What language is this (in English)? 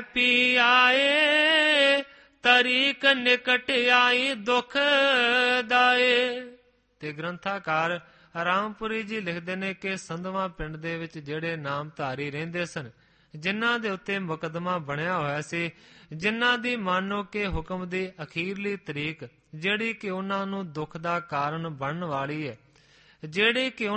Punjabi